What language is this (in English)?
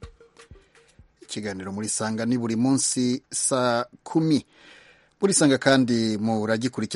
Kinyarwanda